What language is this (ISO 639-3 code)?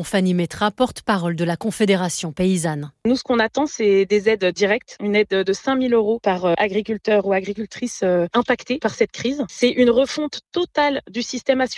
fra